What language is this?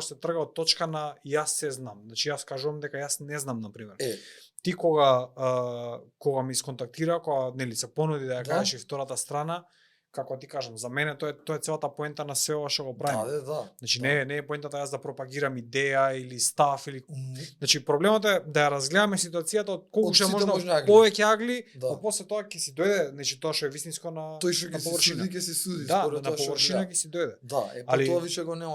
Macedonian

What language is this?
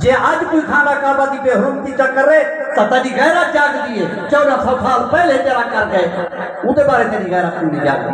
Saraiki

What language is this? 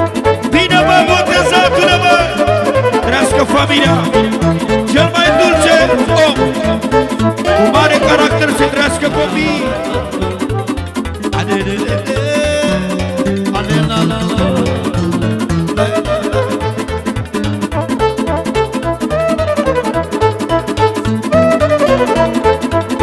Romanian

